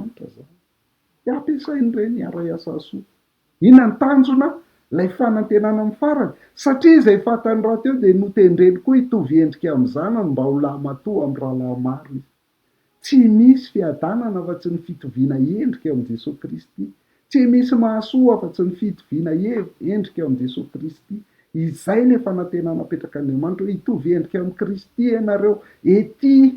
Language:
Malagasy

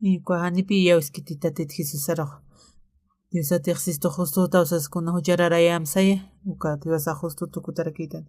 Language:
Aymara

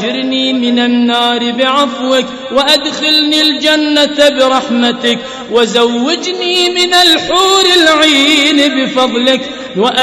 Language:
Arabic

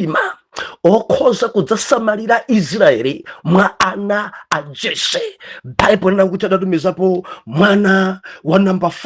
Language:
Nyanja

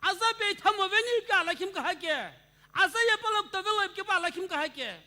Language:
Sumi Naga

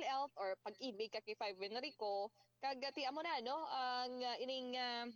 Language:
Hiligaynon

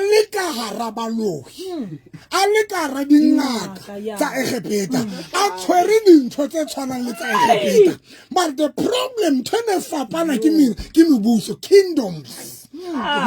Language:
Southern Sotho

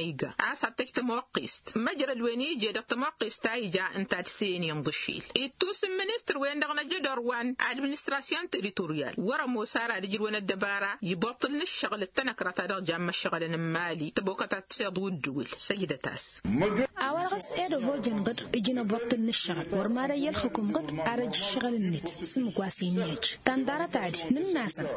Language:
Tamasheq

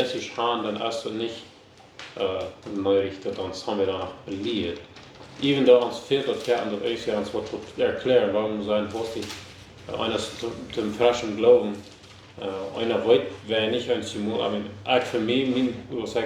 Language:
Plautdietsch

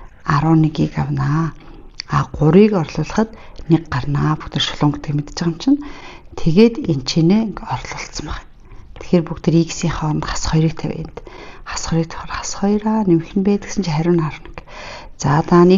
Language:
Mongolian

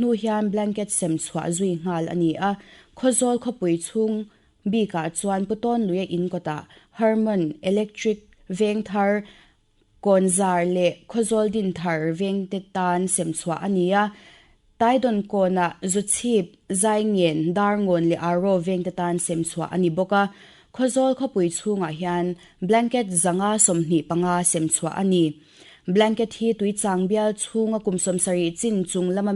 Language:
Mizo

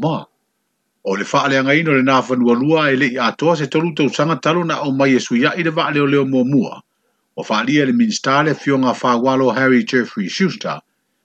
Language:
Samoan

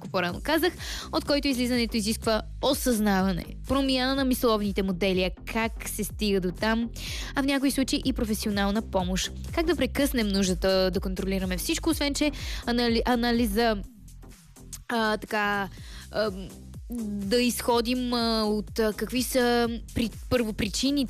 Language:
Bulgarian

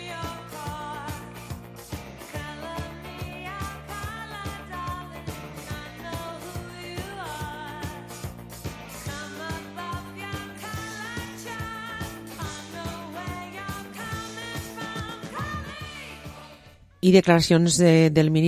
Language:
Catalan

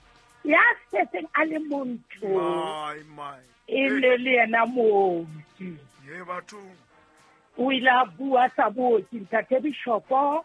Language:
Southern Sotho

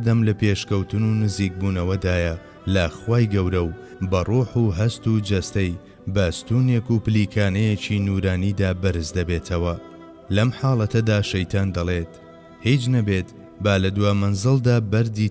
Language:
Central Kurdish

